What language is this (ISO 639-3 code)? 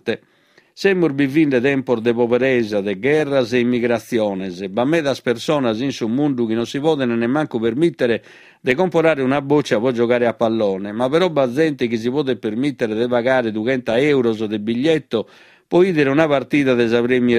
srd